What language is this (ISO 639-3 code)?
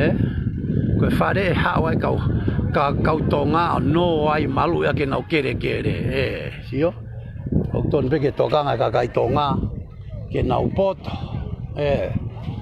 ton